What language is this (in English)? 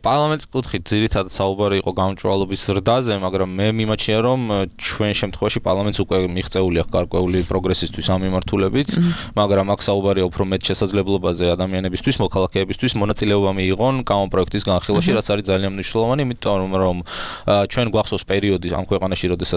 Georgian